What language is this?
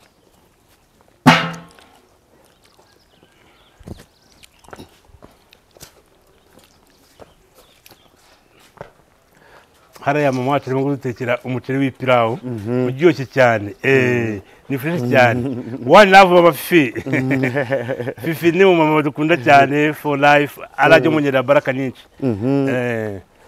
Kinyarwanda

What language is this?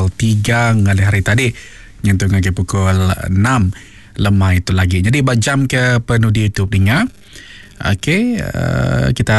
Iban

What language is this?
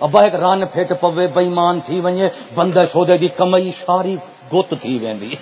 Saraiki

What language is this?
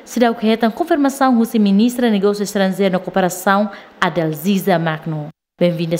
Tetum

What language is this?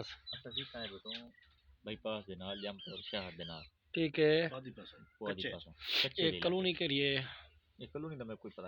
Saraiki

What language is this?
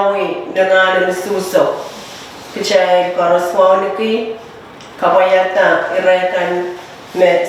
Pohnpeian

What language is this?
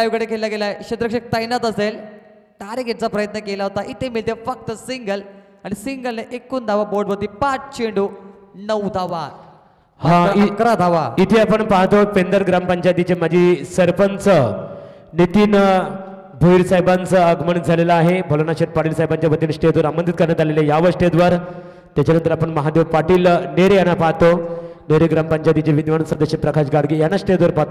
Marathi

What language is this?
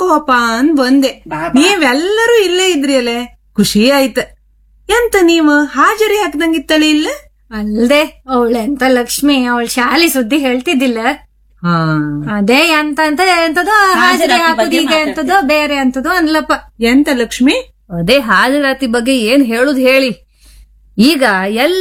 Kannada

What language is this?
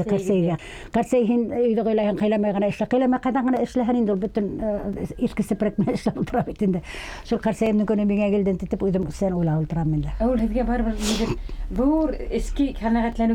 Bashkir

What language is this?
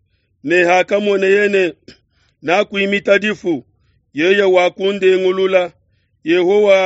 Luba-Lulua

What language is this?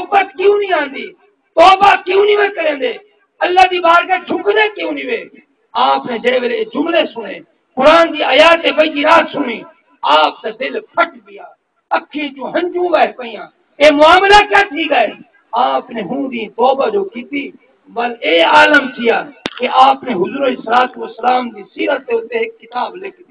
Saraiki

